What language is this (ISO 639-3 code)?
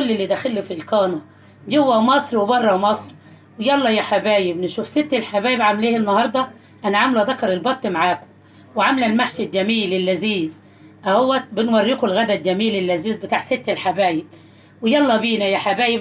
arz